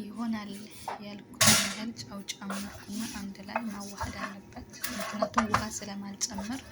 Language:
Amharic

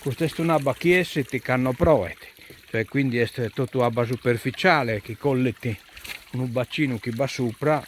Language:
Sardinian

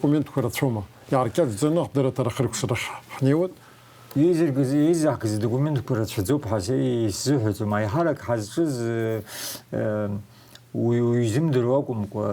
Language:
Abkhazian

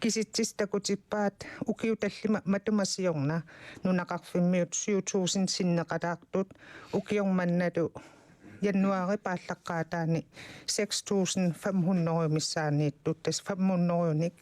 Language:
Kalaallisut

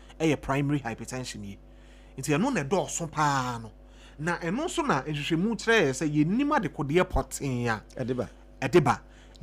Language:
Akan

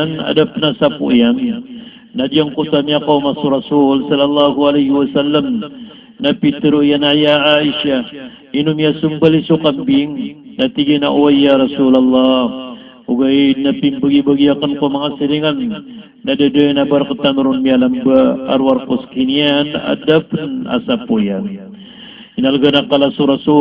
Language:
Maranao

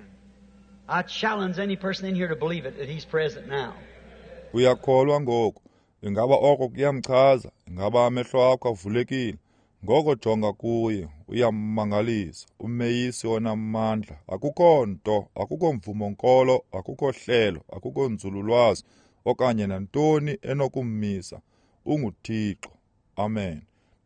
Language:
Xhosa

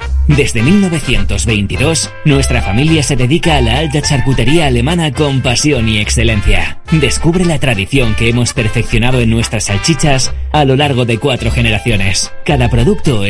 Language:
Spanish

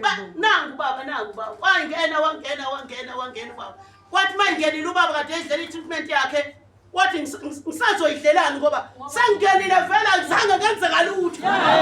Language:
Zulu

